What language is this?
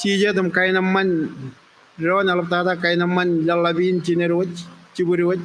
Marshallese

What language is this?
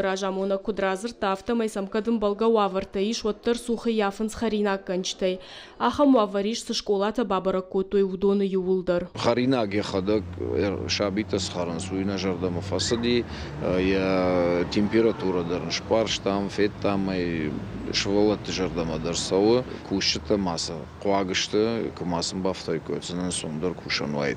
Ossetic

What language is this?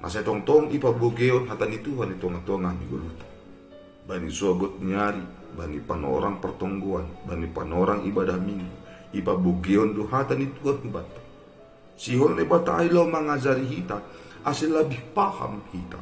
Batak Simalungun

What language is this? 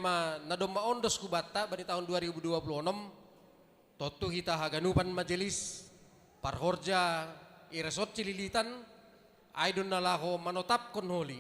Batak Simalungun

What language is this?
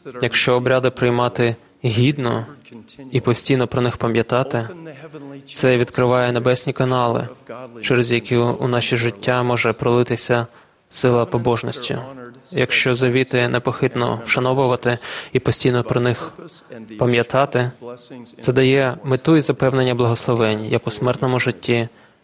Ukrainian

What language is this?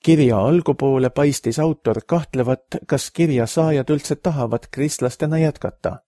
Estonian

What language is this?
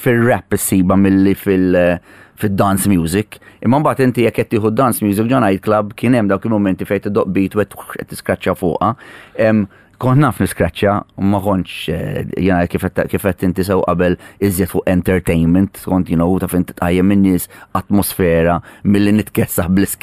Maltese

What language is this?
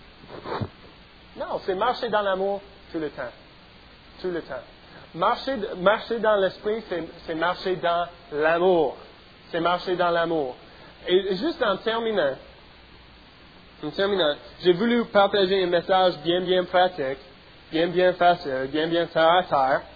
French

